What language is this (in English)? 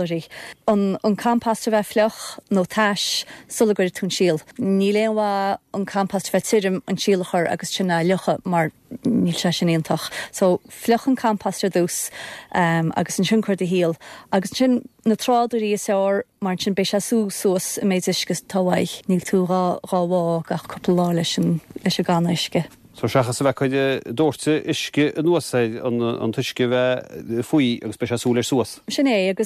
Irish